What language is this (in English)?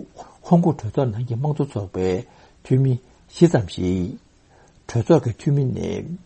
Tibetan